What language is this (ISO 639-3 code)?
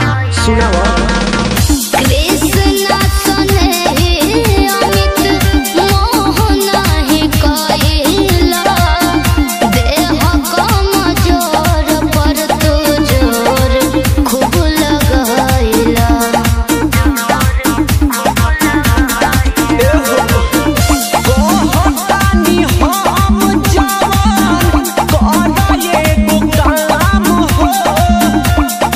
bho